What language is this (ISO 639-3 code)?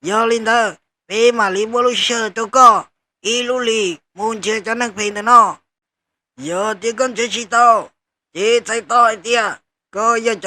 hmn